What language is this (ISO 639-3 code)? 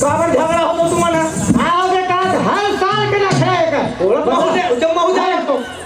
hne